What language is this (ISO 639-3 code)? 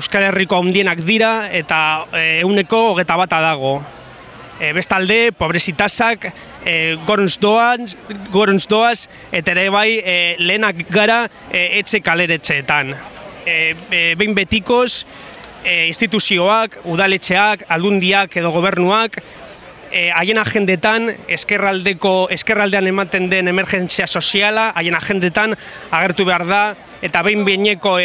eus